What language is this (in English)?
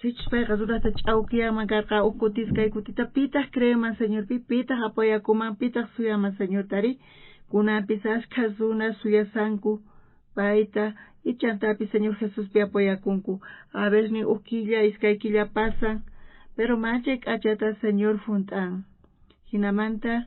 South Bolivian Quechua